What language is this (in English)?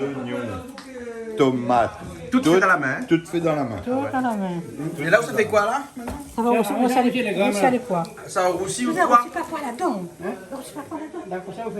Réunion Creole French